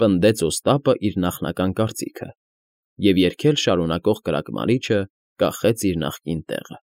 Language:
Armenian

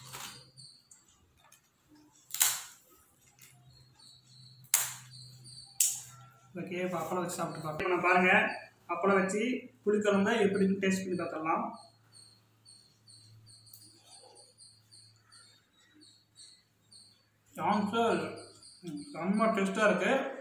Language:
Tamil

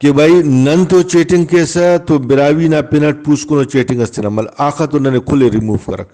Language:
Brahui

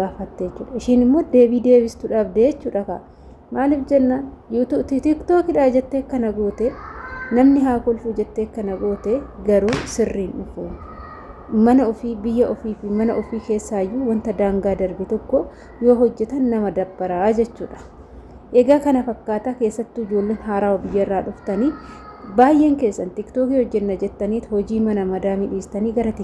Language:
Oromo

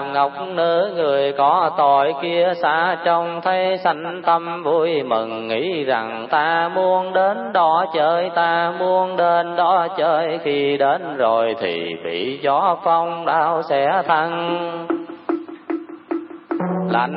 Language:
Vietnamese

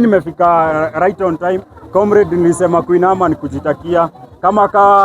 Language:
Swahili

